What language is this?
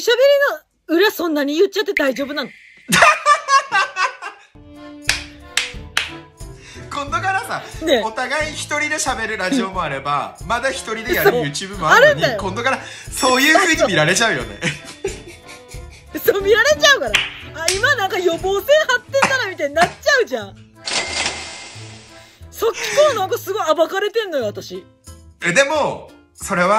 Japanese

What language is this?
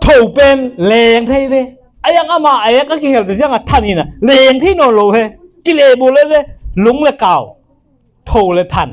Tedim Chin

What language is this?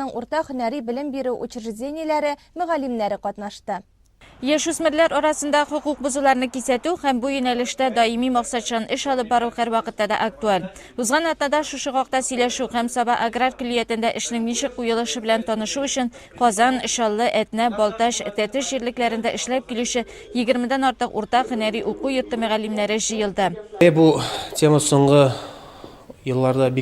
Tatar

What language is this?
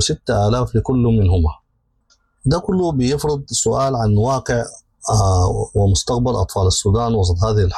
Sudanese Arabic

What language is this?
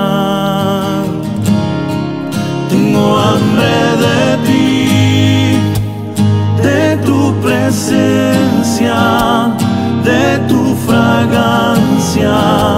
Spanish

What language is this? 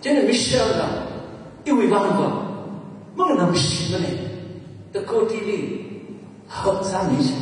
Tangkhul Naga (India)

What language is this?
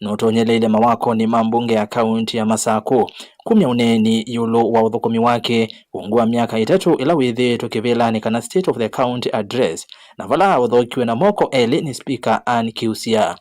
Kamba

